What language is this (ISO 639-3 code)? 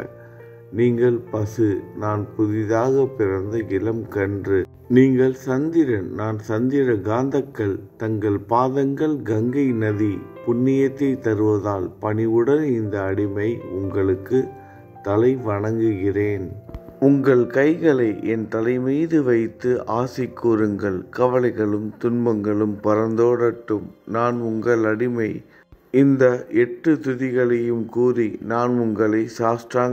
tam